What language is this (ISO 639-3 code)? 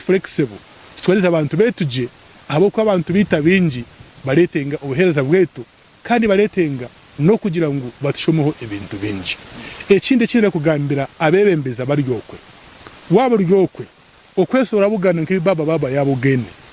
nyn